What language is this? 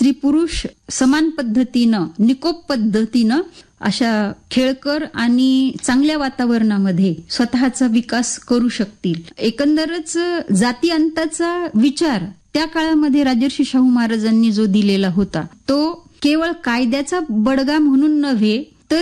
Marathi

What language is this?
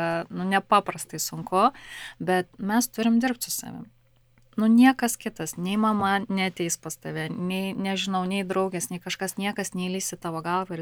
Lithuanian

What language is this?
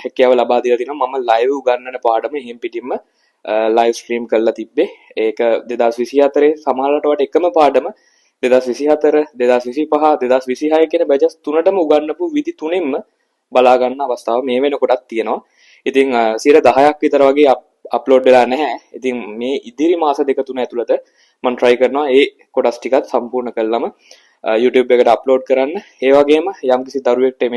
Sinhala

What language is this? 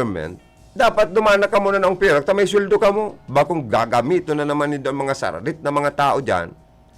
Bikol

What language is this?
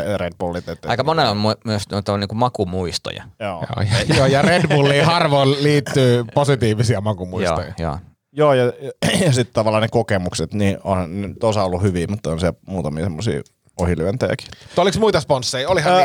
Finnish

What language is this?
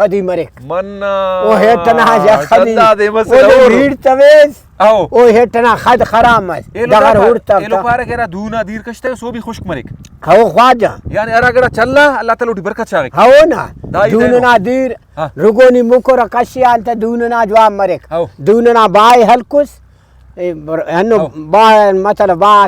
Brahui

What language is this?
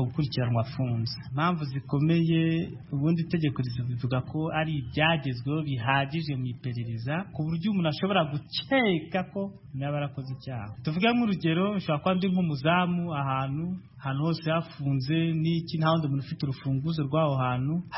Kinyarwanda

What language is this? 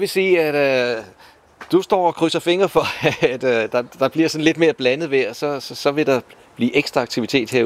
Danish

